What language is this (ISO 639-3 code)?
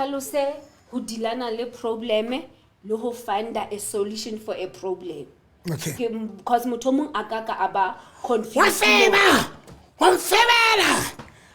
sot